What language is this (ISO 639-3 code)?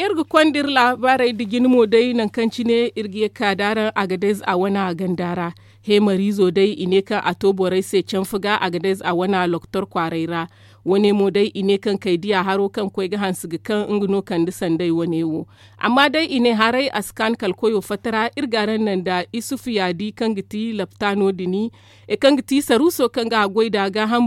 dje